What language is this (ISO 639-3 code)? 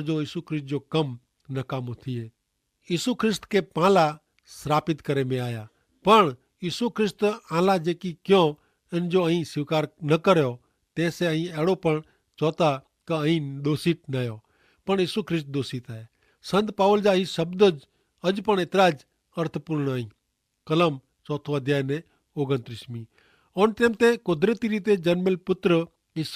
kfr